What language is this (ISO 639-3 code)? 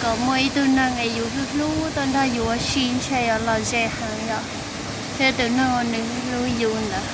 hmn